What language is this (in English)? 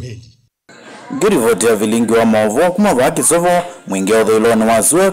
Kamba